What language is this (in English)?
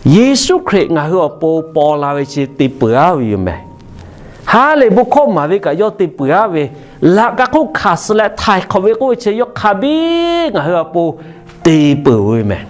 Lahu